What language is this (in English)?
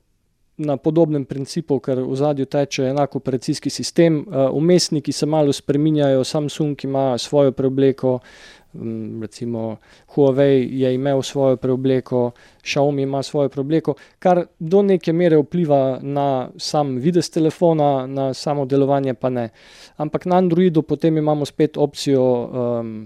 Slovenian